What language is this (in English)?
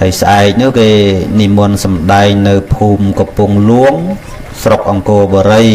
Khmer